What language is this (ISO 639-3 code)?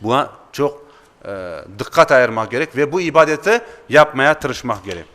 crh